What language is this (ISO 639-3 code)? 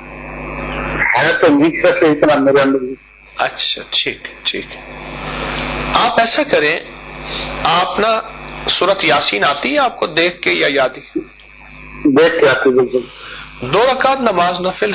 urd